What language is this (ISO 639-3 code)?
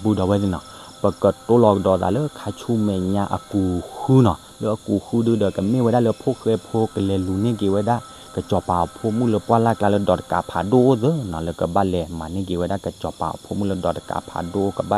ksw